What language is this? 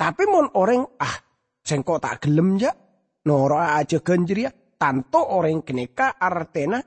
Madurese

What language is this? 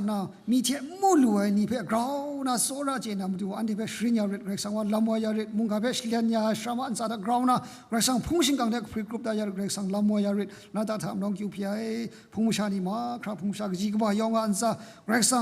Kachin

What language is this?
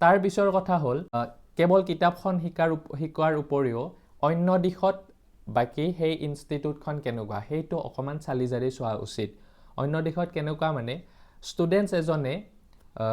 Assamese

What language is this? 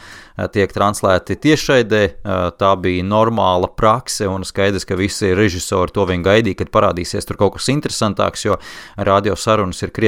Latvian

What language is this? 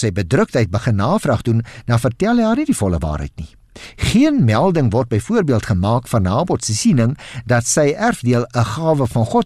Afrikaans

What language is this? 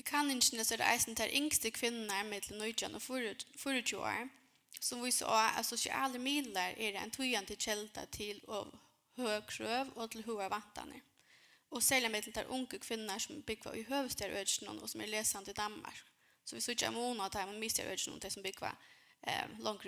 Faroese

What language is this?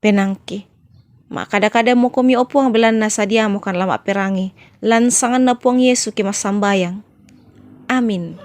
Toraja-Sa'dan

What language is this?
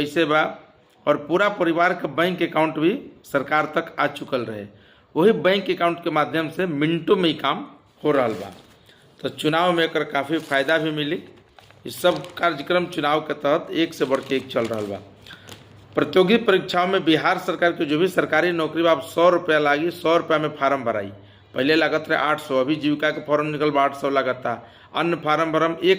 Bhojpuri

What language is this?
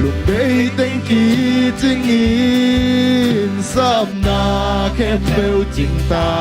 Tedim Chin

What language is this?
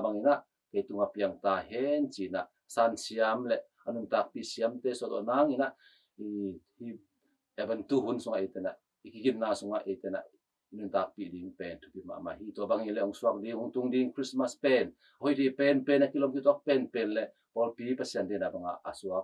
Tedim Chin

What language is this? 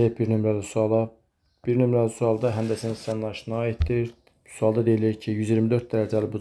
Azerbaijani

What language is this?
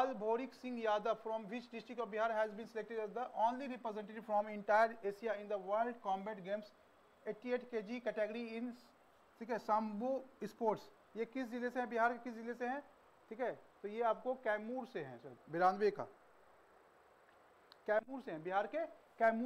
Hindi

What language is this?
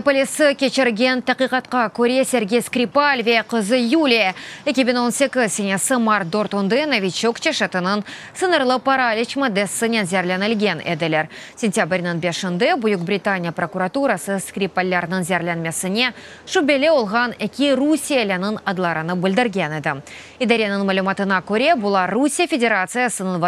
Crimean Tatar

